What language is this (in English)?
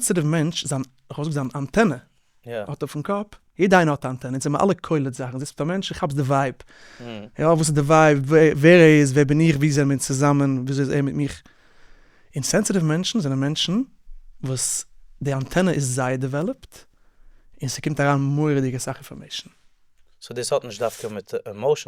Yiddish